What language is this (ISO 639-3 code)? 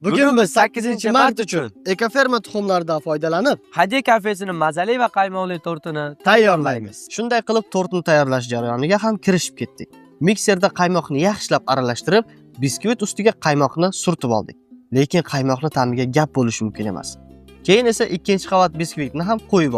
uzb